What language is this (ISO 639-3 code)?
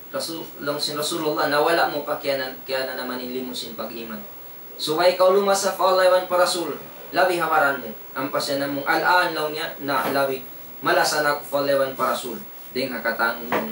tsg